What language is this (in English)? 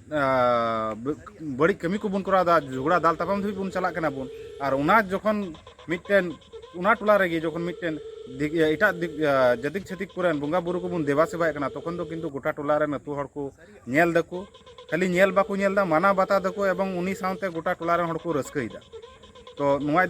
Santali